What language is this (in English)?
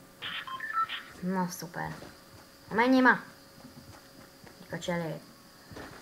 Hungarian